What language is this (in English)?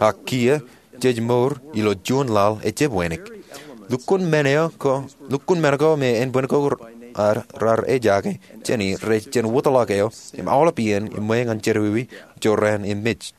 Marshallese